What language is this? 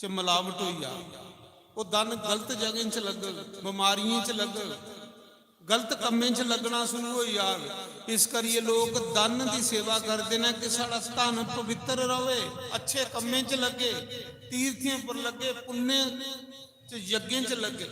Dogri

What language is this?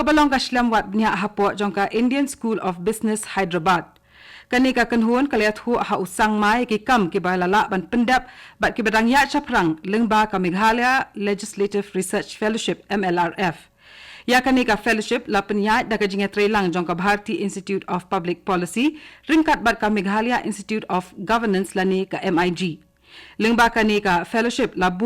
Khasi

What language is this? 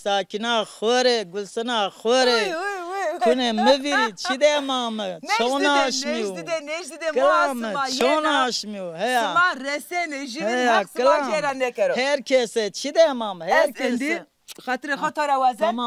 Zaza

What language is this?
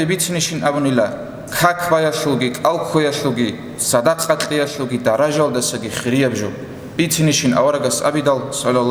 Avaric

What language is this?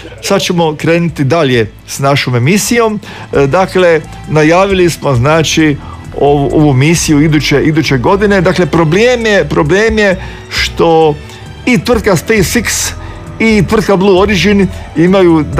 Croatian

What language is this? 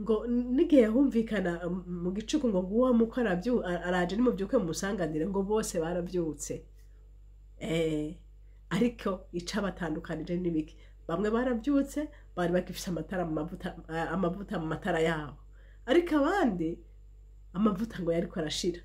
Rundi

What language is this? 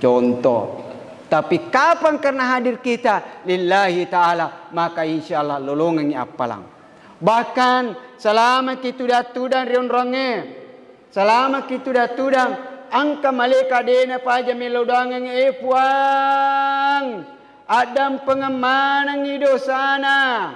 Buginese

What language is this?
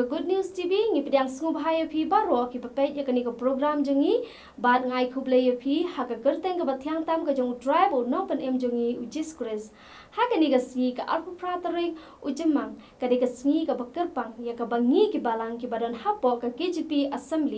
Khasi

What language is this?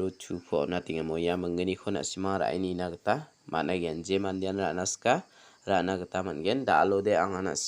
Garo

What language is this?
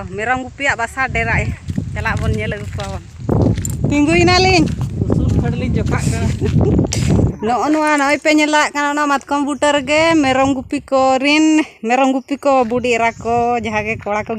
Santali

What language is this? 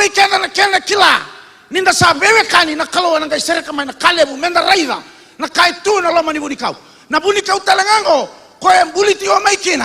Fijian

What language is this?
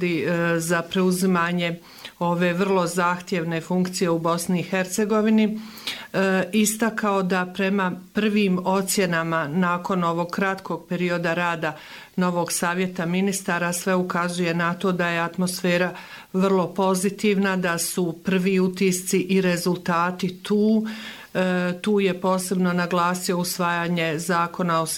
Bosnian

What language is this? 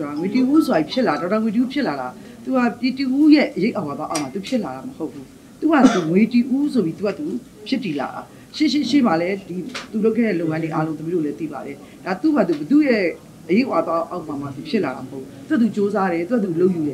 Burmese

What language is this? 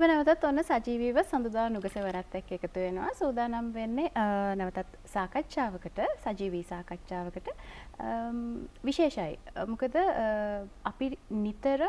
Sinhala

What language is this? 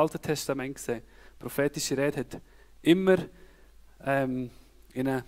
Swiss German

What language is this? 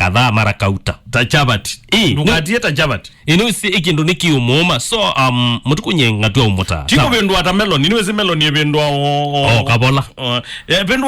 Kamba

